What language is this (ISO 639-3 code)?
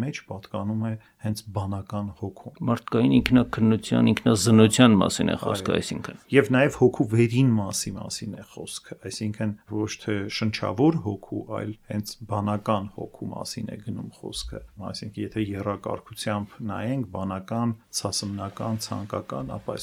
hye